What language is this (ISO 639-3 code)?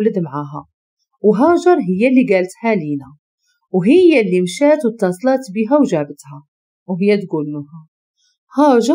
ary